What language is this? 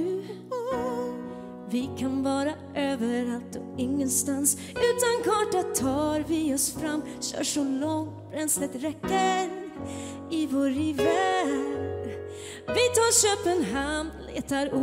Swedish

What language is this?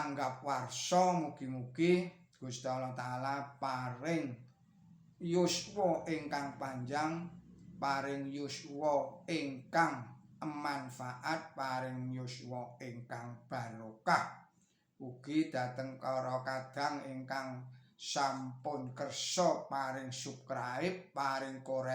Javanese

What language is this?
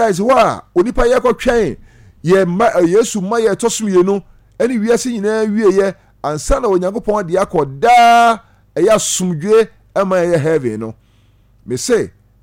Akan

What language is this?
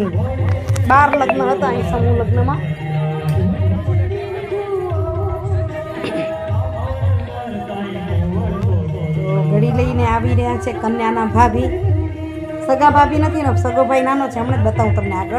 Gujarati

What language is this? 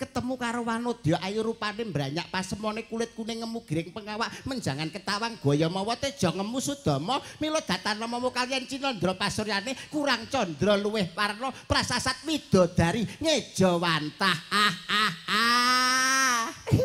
Javanese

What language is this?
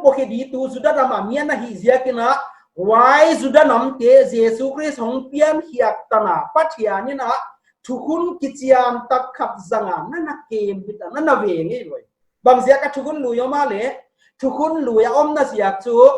Paite Chin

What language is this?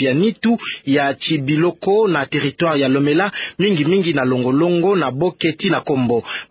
Kituba (Democratic Republic of Congo)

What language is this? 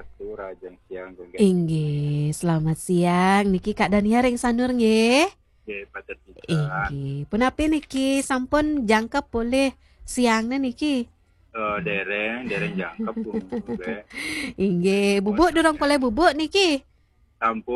Balinese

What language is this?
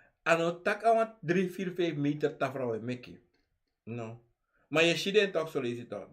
Sranan Tongo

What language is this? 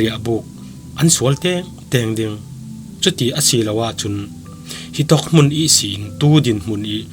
Falam Chin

